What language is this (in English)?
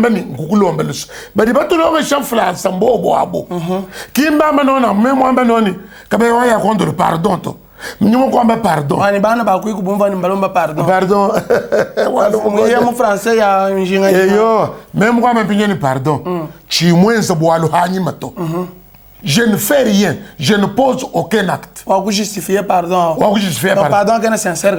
Luba-Lulua